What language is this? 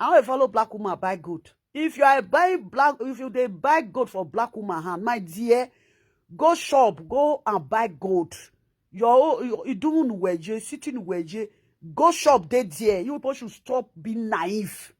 Nigerian Pidgin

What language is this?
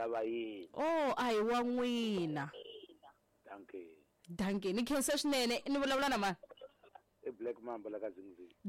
Tsonga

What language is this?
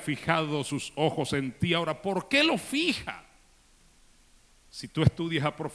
Spanish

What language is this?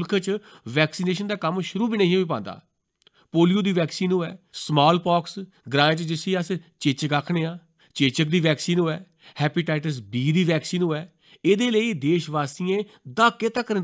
Dogri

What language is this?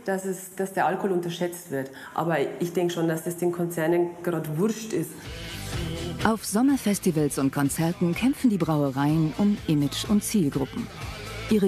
German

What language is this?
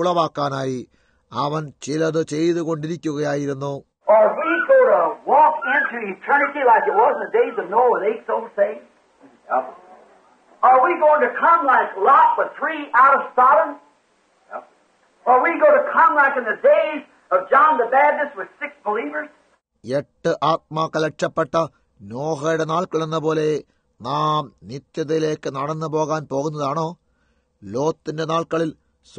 Malayalam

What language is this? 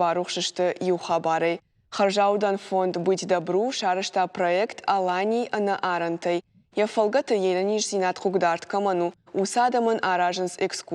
Ossetic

